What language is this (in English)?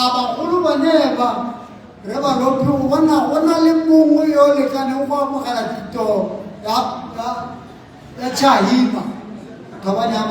Tswana